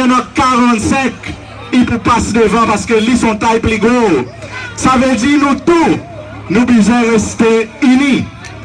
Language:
Seselwa Creole French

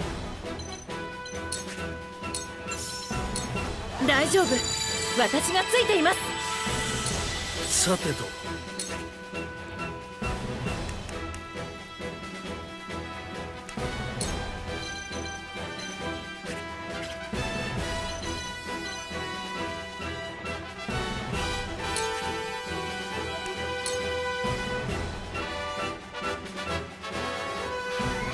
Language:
Japanese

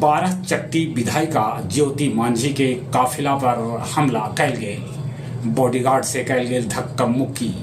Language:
Magahi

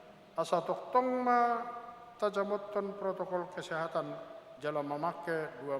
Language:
Batak Toba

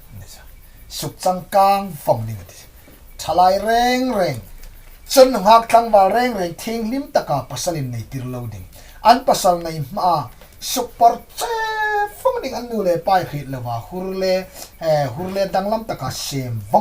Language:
Hmar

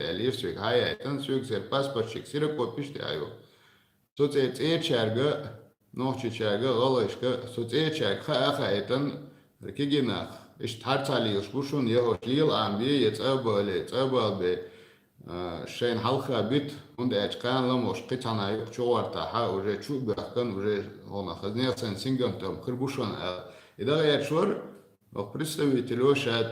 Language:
Chechen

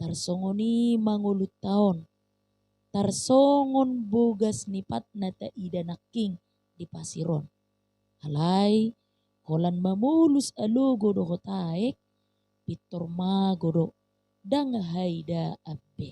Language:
Batak Toba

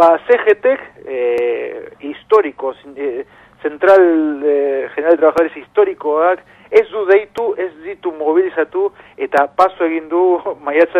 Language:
Basque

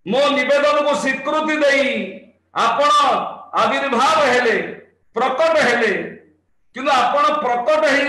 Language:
Odia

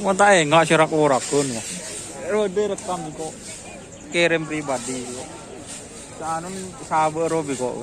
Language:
Madurese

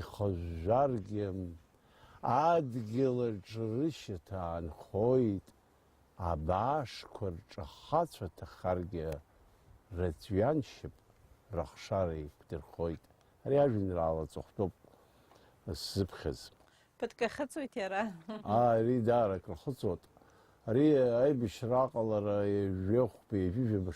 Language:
Abkhazian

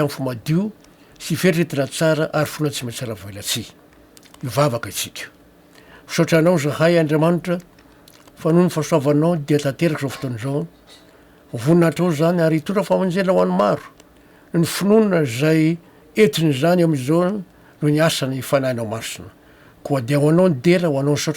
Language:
Malagasy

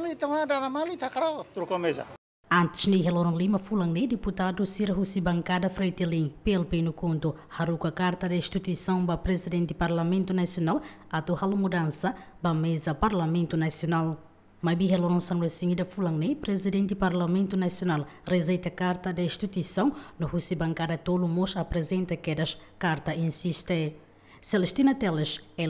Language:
Tetum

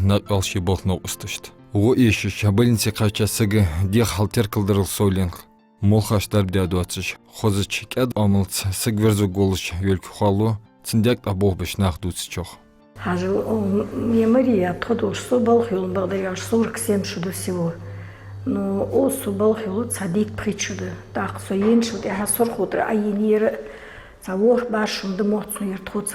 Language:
Ingush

